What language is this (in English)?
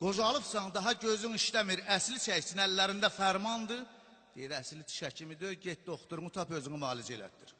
South Azerbaijani